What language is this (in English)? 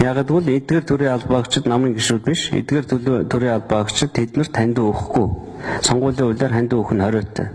Mongolian